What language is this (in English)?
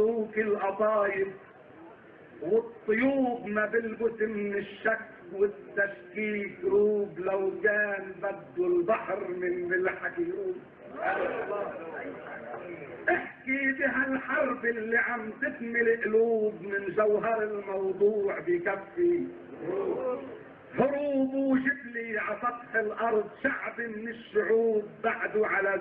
North Levantine Arabic